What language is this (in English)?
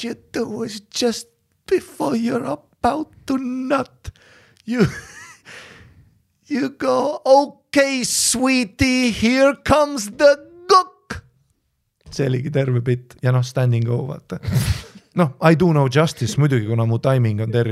Estonian